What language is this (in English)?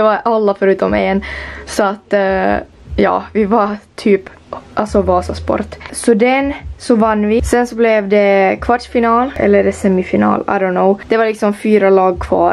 Swedish